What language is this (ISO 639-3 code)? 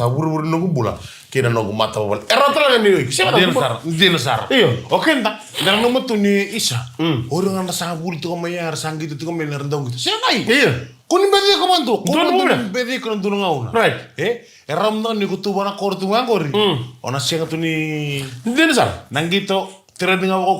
fij